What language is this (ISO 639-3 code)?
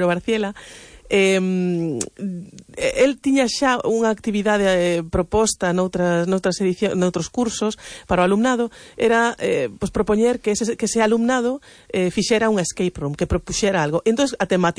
glg